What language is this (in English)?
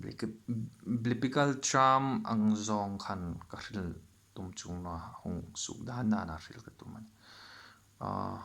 Hmar